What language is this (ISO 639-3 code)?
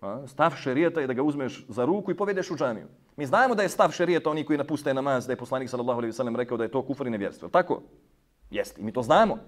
bos